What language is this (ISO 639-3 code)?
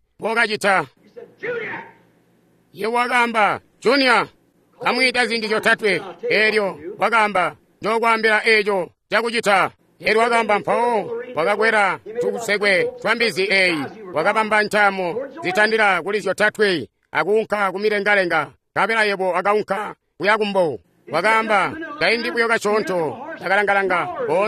toi